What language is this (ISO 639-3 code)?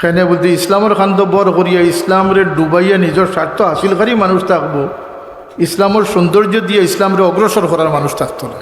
syl